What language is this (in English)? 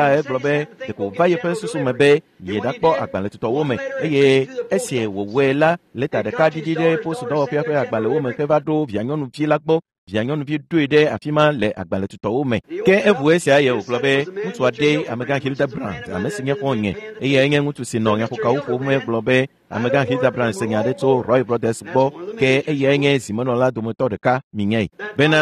Ewe